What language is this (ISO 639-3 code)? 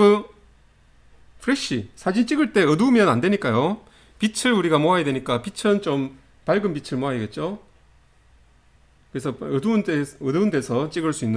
kor